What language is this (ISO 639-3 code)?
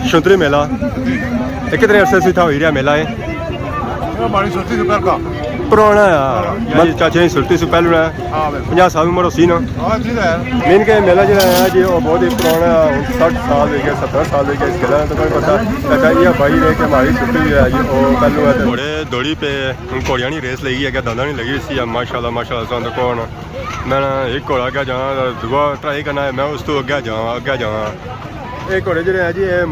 phr